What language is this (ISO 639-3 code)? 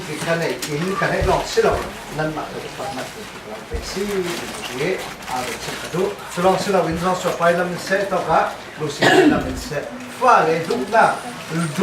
cfm